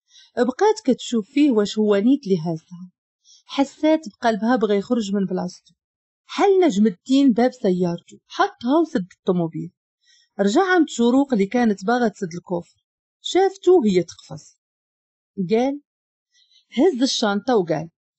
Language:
Moroccan Arabic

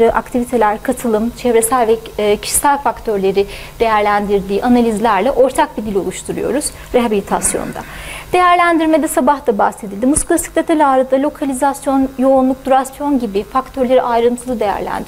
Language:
Turkish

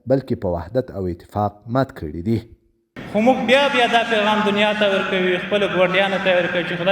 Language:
Pashto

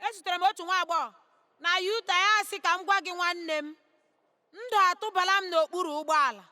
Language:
Igbo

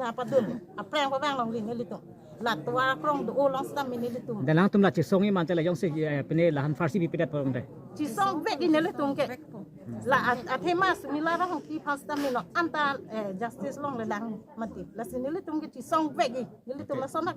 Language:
Karbi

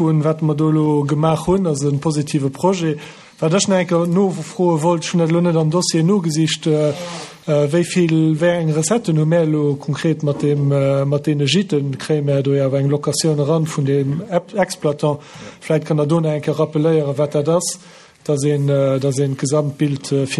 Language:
Luxembourgish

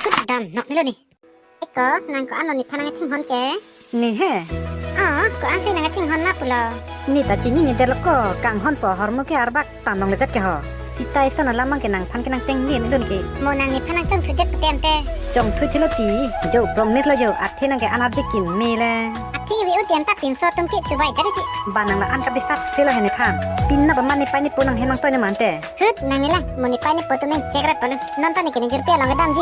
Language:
Karbi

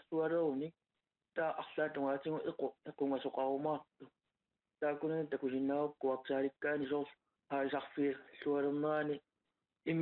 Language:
Kalaallisut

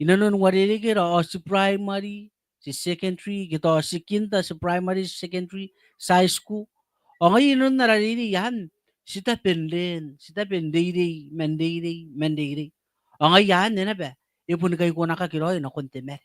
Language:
Gilbertese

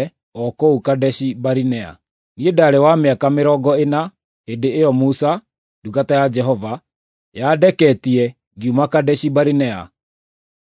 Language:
Kikuyu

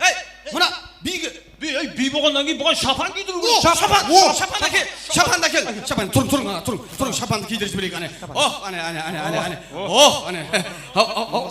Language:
Kara-Kalpak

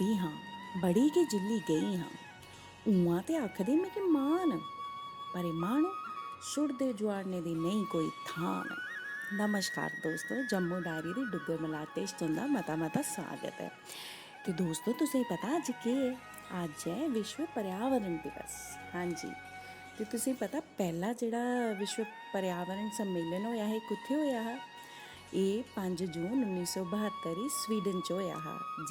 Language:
Dogri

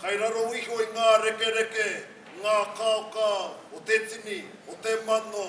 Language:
Māori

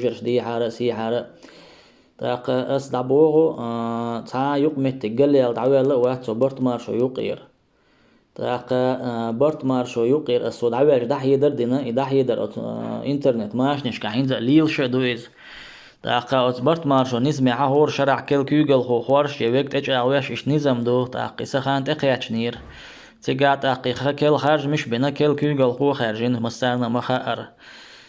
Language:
Chechen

